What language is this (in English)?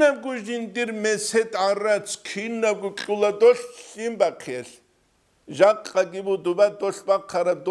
Avaric